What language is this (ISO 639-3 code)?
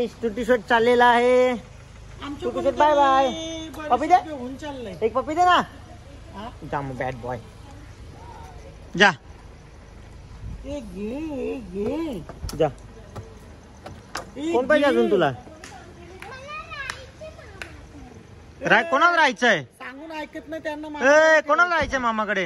mar